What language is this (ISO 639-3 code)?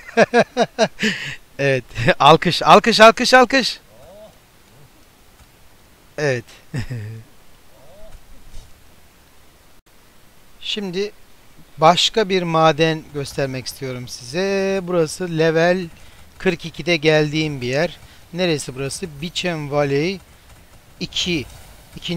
tur